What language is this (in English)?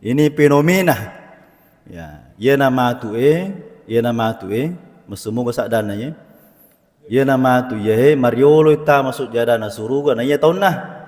Buginese